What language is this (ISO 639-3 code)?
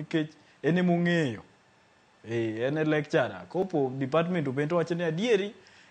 luo